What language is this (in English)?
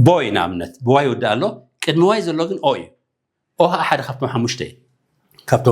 Tigrinya